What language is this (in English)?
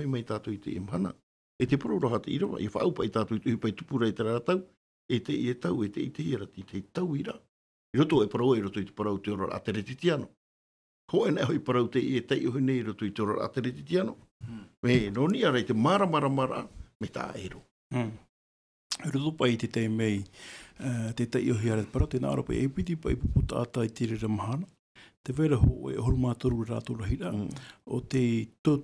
Tahitian